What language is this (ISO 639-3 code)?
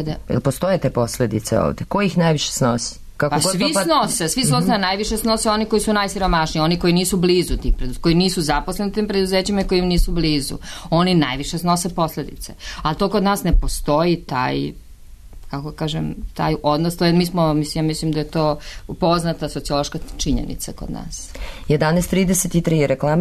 srp